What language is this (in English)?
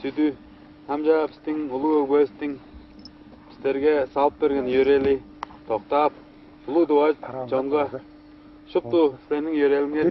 Tuvinian